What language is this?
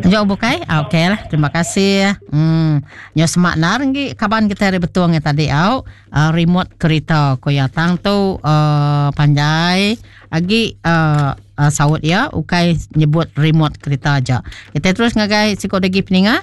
Iban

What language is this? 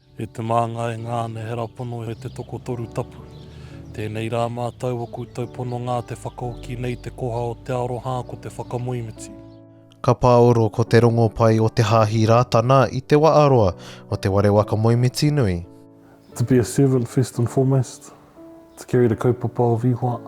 Māori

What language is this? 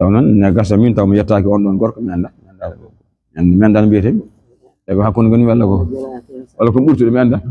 Fula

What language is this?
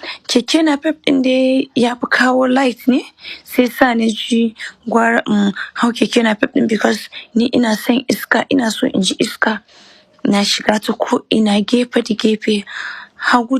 Hausa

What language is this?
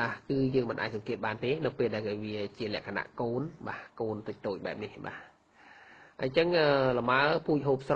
Khmer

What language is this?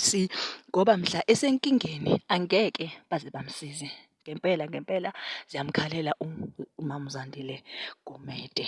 Zulu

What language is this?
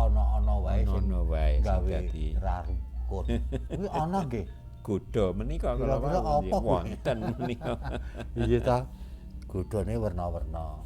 Javanese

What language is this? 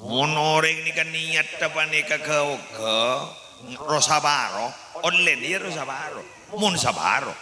Madurese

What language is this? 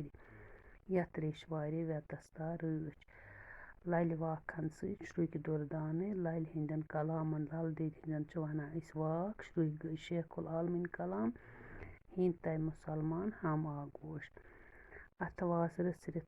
Kashmiri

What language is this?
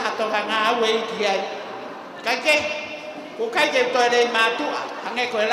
Tongan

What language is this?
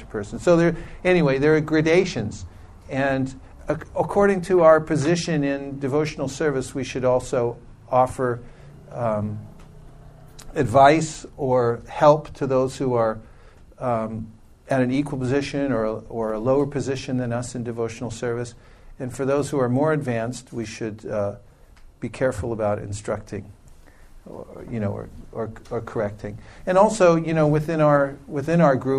English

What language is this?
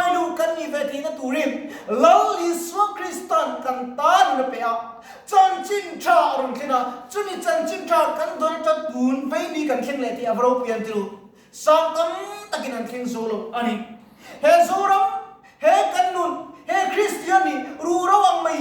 Mizo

